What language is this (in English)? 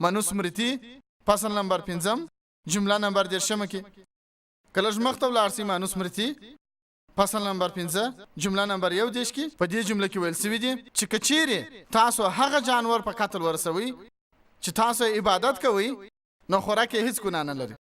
Pashto